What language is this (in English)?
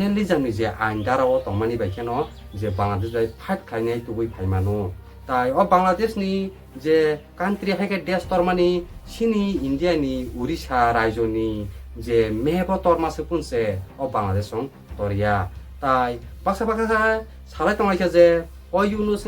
Kok Borok